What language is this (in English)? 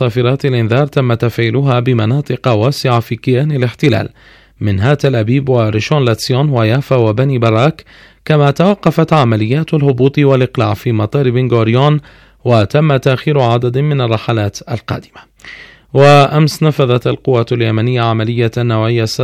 Arabic